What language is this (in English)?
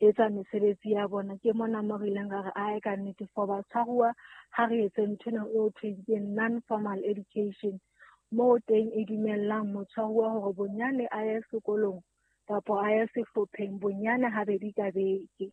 Southern Sotho